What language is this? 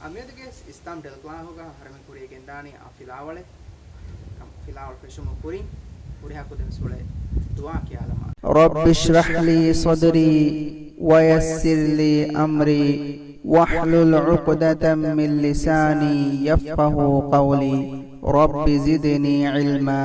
Divehi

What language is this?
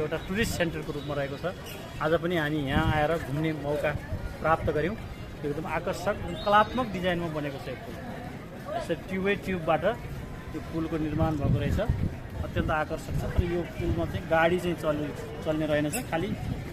Nepali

